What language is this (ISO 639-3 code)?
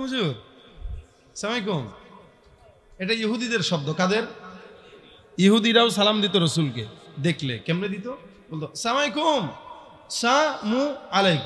ben